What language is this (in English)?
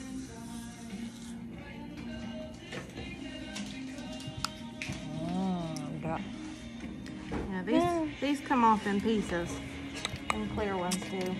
English